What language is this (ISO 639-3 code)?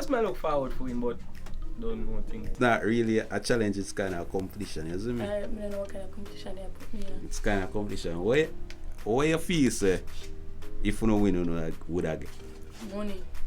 jam